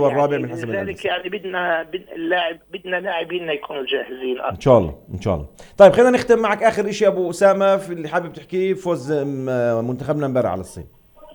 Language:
North Levantine Arabic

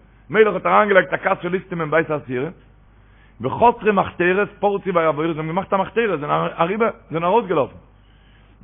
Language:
Yiddish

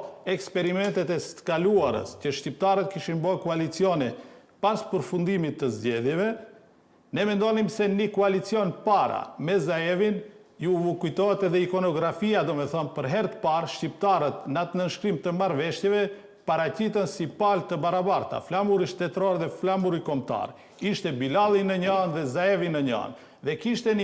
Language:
Albanian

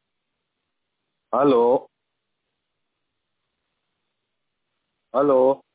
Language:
Hindi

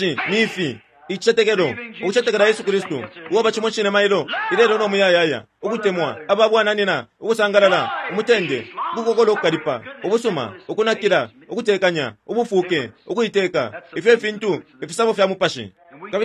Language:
Bemba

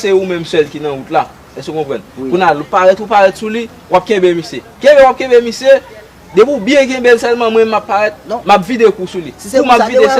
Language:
Haitian Creole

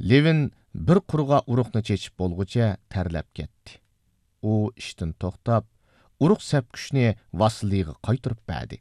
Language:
Uyghur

